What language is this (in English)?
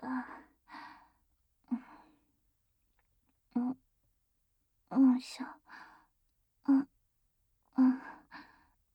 Japanese